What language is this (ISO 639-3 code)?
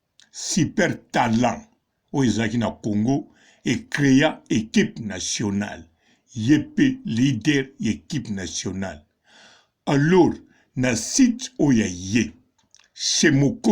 lin